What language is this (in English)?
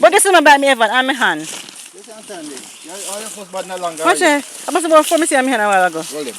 Jamaican Creole English